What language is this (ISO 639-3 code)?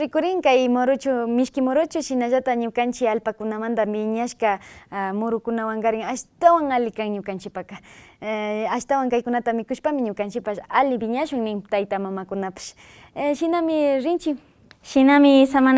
que